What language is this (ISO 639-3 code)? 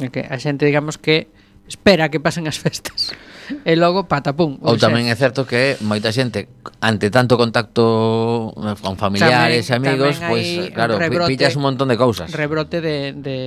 glg